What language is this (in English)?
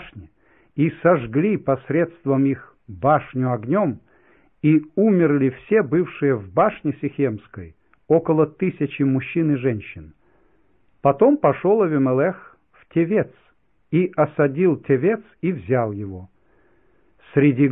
Russian